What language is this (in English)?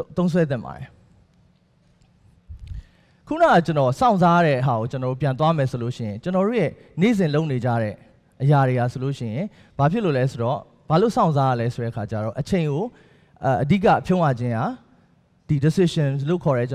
Burmese